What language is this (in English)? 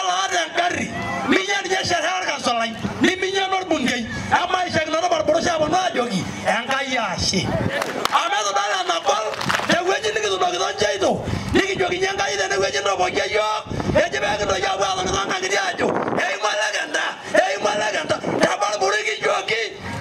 Masai